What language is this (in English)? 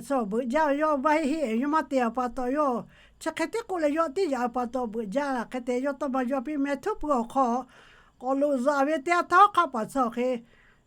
Lahu